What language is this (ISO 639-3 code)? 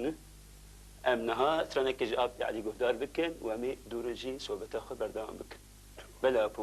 kur